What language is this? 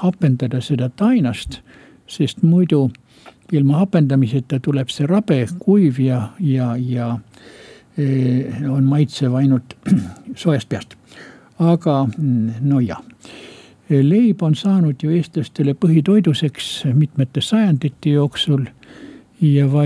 Estonian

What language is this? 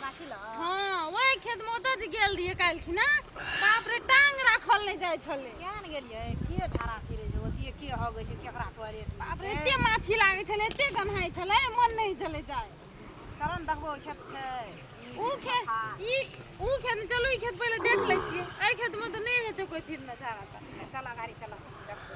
Maithili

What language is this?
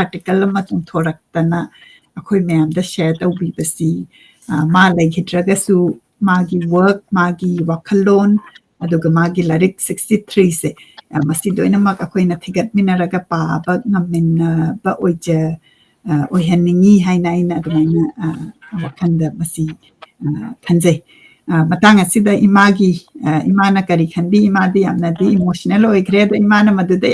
Manipuri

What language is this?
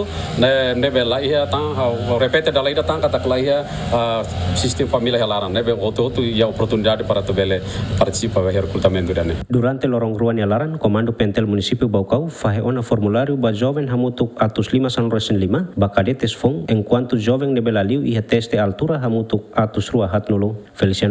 Tetum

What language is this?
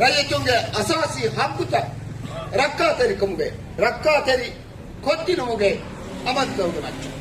Divehi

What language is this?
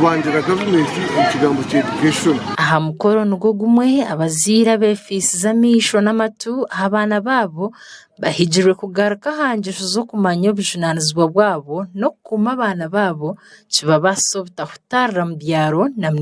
Nyankole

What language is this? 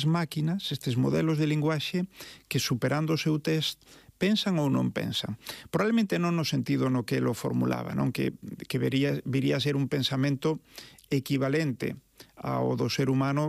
Galician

